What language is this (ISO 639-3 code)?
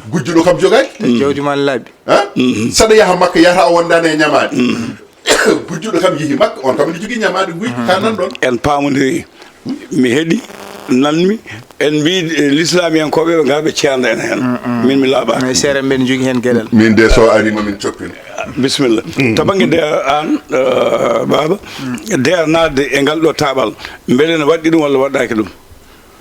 ful